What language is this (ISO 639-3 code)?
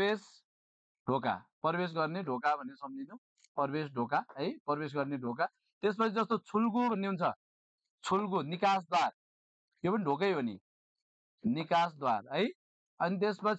nep